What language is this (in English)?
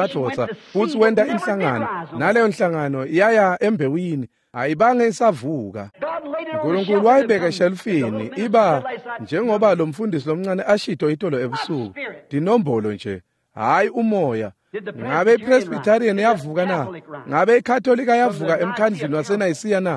Swati